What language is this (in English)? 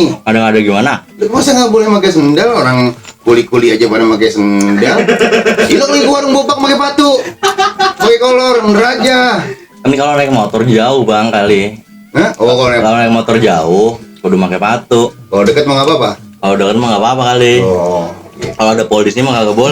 Betawi